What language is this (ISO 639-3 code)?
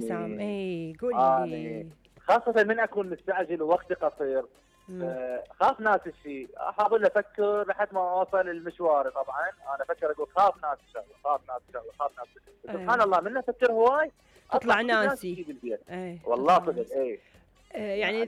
acm